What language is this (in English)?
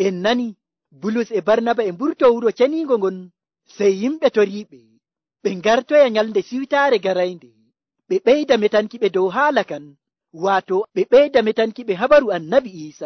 Nigerian Fulfulde